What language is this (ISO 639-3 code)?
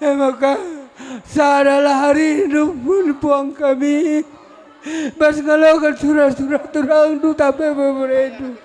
btx